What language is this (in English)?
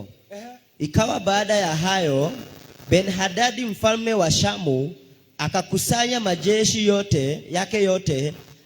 Swahili